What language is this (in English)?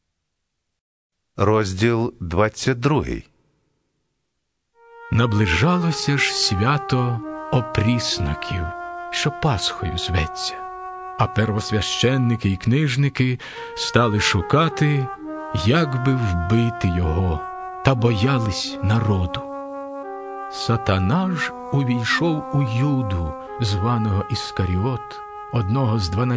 Ukrainian